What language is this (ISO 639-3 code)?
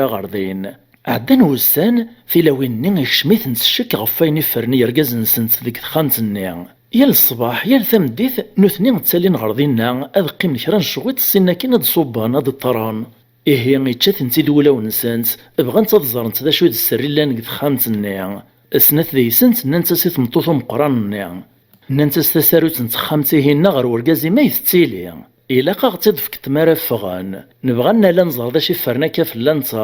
kab